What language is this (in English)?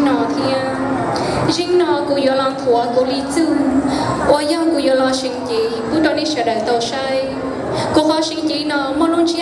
Hmong